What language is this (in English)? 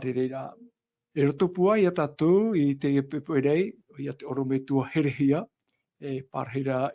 Tahitian